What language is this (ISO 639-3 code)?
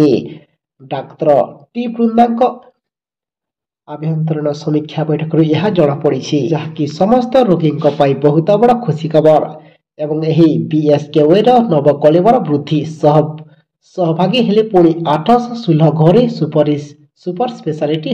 ori